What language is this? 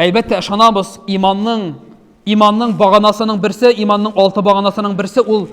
Tatar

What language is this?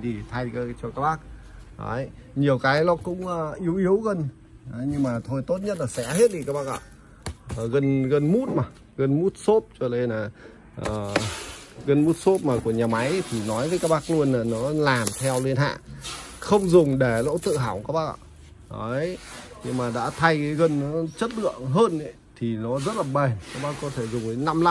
Vietnamese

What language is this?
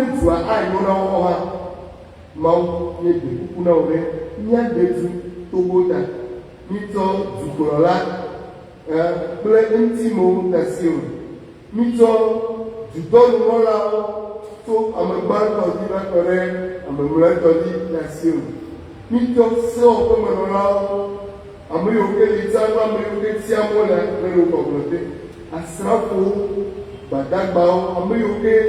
Ewe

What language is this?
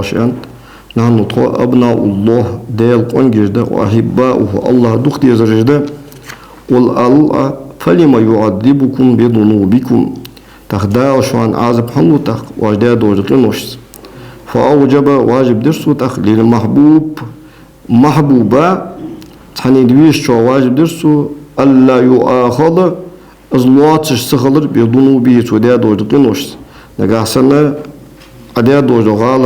Ingush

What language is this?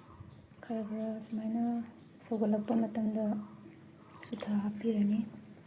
Manipuri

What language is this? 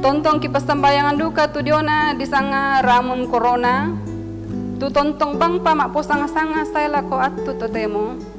Toraja-Sa'dan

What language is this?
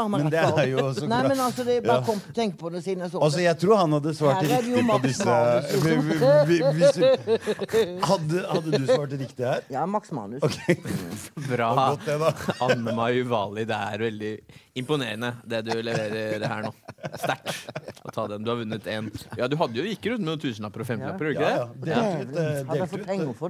Norwegian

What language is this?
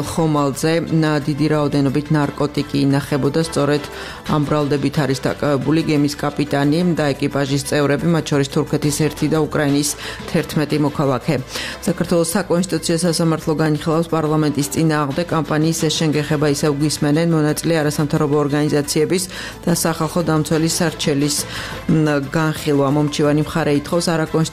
Georgian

